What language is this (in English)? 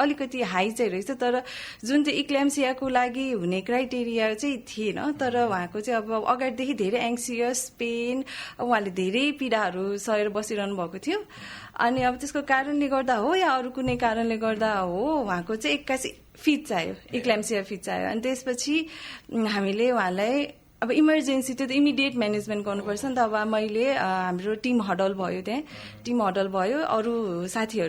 Nepali